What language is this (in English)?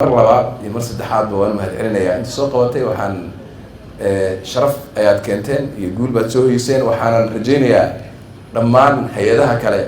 Somali